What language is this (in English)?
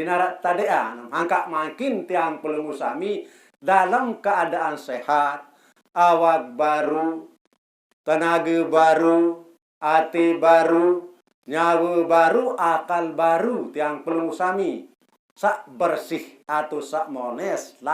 Sasak